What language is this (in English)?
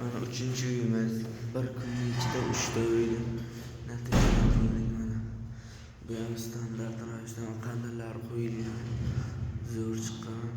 Uzbek